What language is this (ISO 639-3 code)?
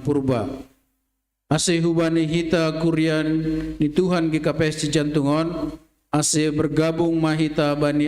bts